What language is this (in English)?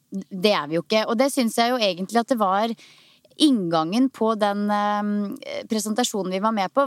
Norwegian